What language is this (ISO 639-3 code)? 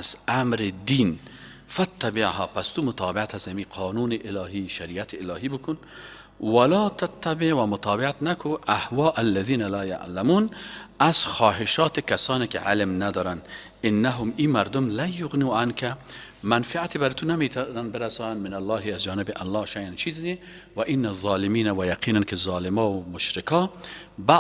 fas